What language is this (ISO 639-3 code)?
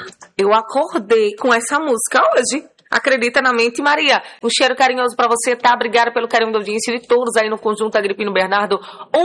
por